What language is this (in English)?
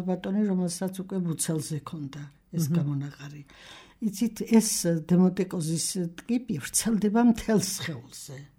Georgian